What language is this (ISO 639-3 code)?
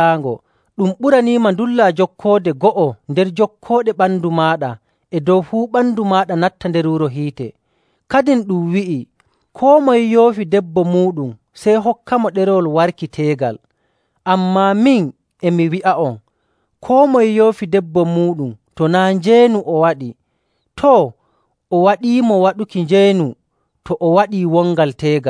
fuv